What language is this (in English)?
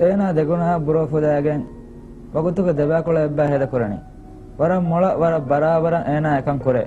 Divehi